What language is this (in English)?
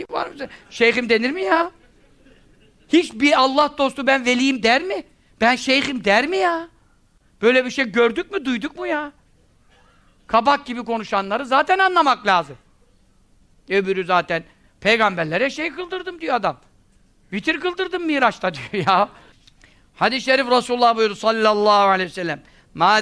Turkish